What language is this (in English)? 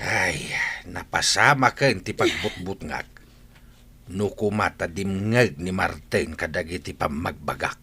Iloko